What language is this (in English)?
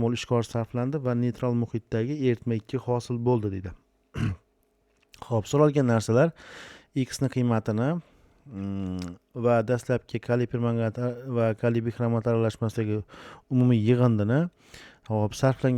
Uzbek